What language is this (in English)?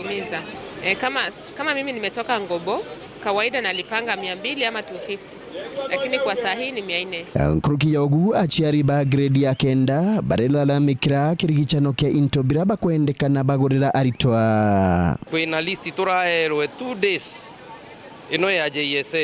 Meru